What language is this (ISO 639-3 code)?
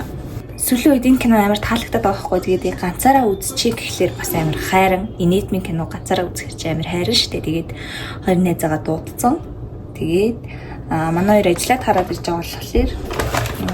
mon